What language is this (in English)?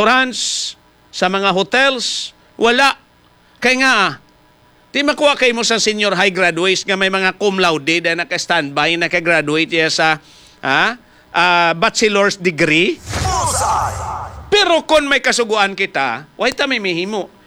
Hiligaynon